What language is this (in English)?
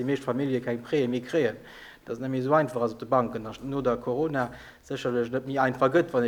Luxembourgish